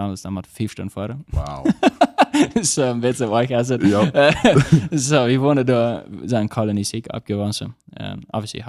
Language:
Plautdietsch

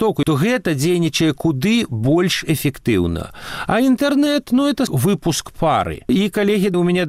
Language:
Belarusian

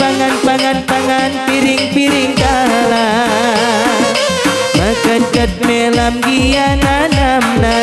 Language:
Batak Karo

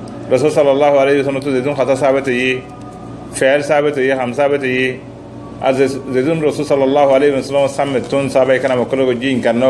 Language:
Rohingya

